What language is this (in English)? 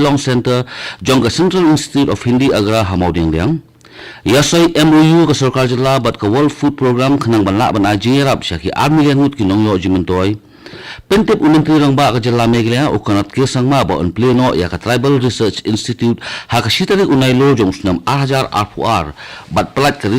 Khasi